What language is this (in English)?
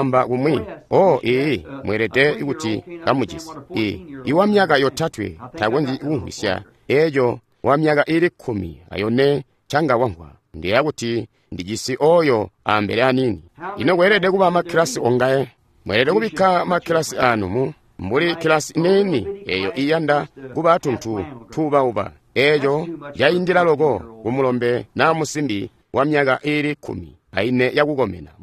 Tonga (Zambia)